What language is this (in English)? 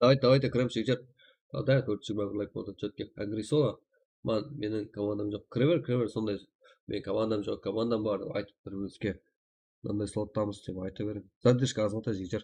Kara-Kalpak